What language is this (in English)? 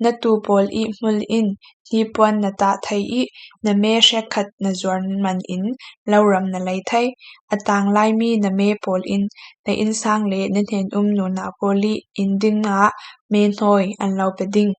Falam Chin